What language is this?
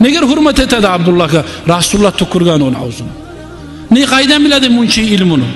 Kumyk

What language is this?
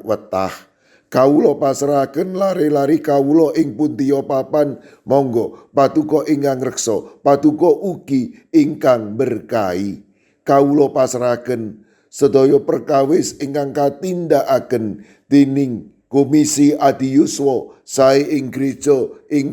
Javanese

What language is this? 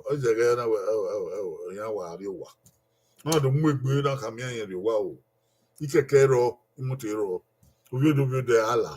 Bini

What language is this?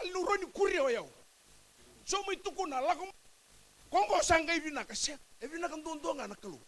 Fijian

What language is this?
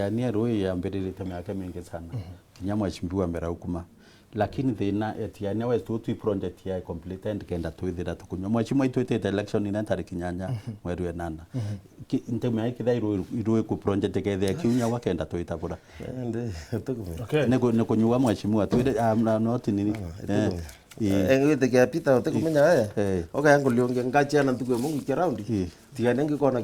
Meru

